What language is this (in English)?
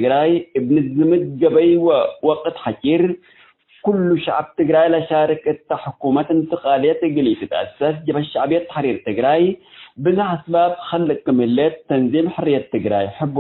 Tigre